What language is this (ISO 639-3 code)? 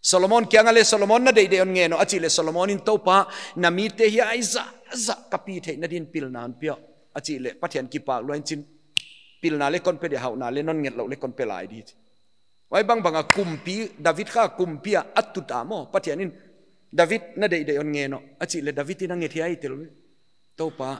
pck